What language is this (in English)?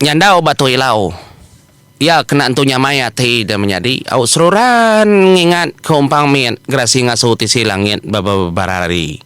Iban